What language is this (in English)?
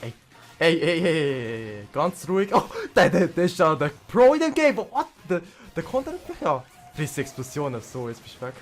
Swiss German